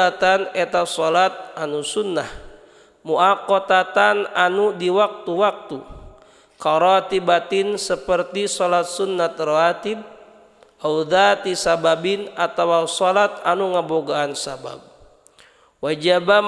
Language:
Sundanese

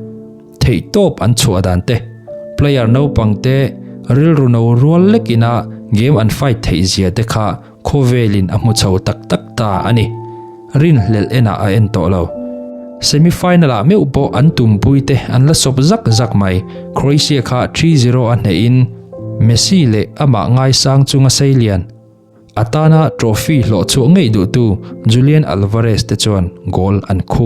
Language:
Mizo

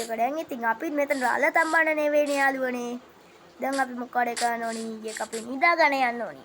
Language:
Sinhala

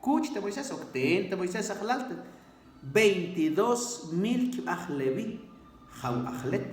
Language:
Mam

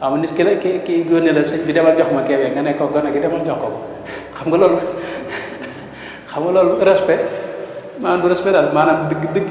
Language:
Wolof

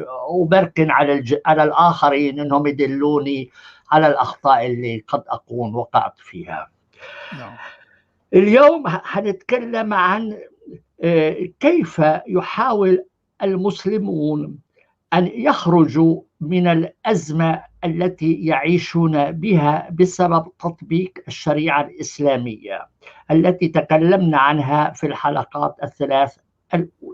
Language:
North Levantine Arabic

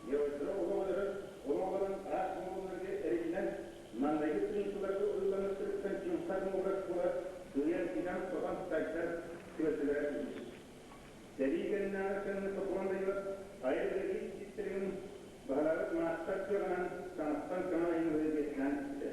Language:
Yakut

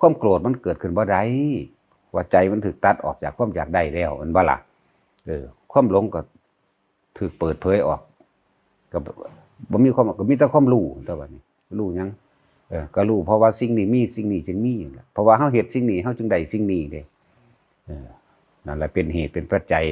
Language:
Northeastern Thai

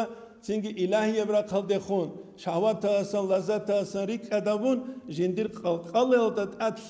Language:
Avaric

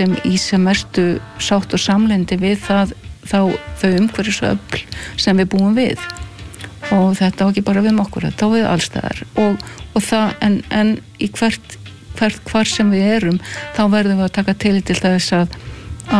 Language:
Icelandic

